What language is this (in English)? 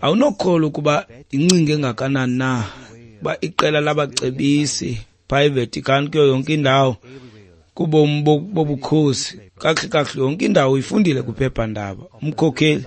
Xhosa